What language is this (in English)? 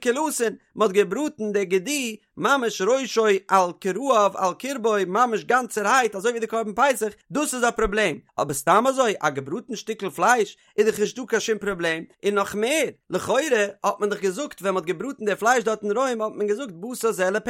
Yiddish